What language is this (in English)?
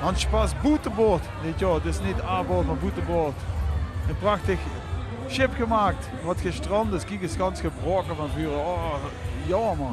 Limburgish